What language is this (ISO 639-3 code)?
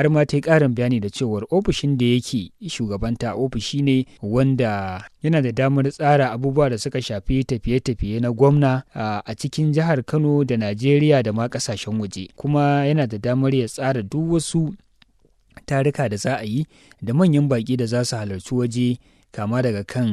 hau